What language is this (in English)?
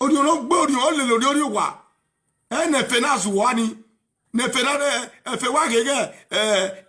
Nigerian Pidgin